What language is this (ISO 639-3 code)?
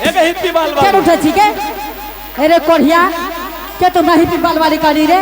anp